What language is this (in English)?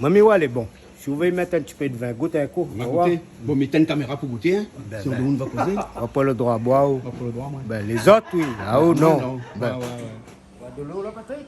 Réunion Creole French